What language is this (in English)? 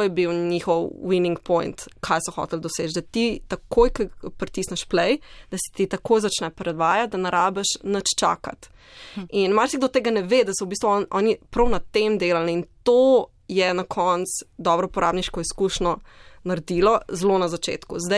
Slovenian